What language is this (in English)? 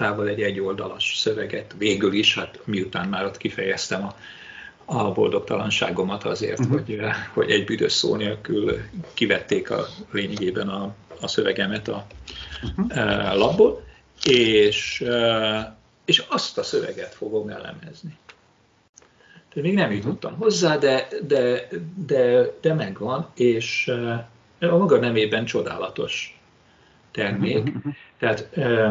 Hungarian